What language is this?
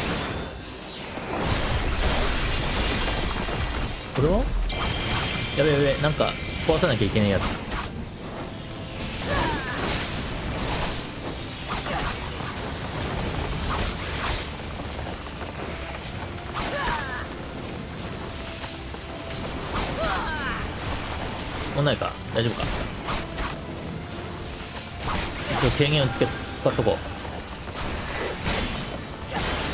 Japanese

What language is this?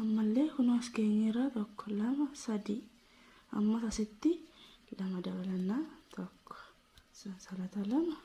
Oromo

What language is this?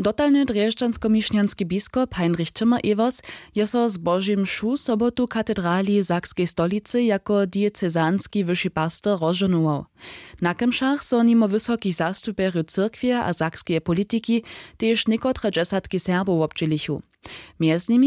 Upper Sorbian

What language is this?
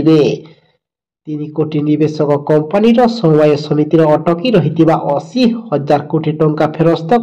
Odia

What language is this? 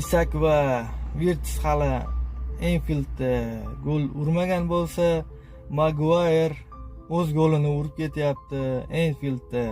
Uzbek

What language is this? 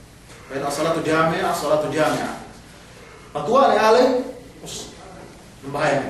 Yakan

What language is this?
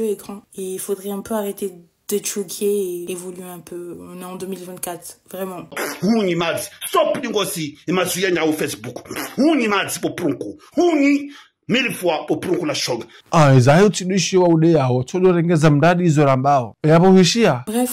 Ngazidja Comorian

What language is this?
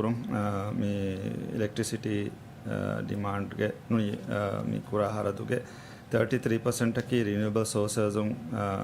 Divehi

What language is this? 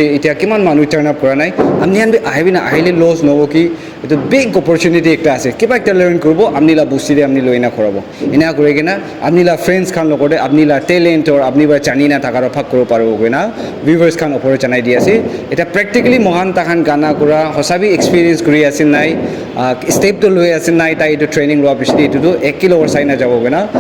Naga Pidgin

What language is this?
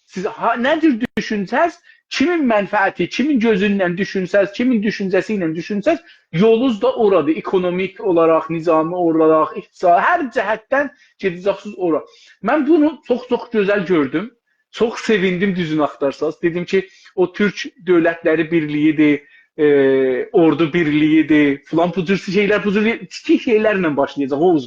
South Azerbaijani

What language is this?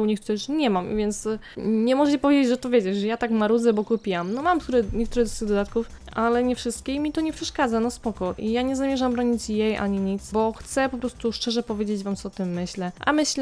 Polish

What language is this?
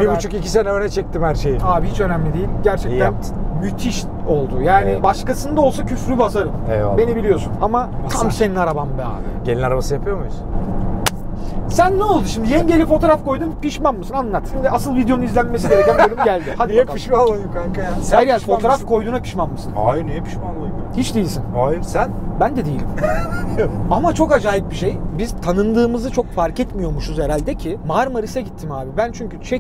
Turkish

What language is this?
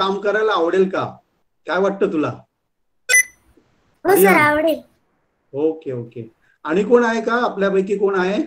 Marathi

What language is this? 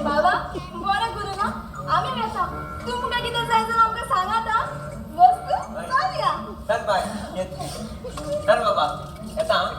Konkani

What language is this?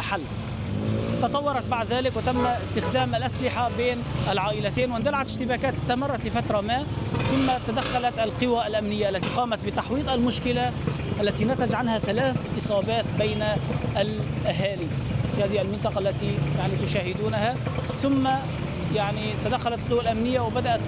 Arabic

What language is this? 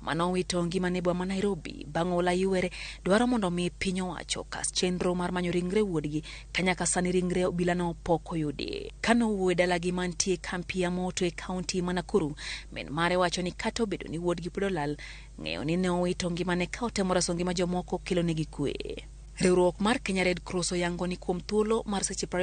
Luo (Kenya and Tanzania)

